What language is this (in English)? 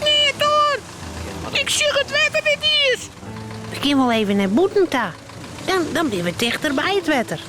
Western Frisian